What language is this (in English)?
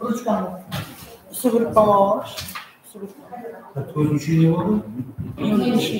Kara-Kalpak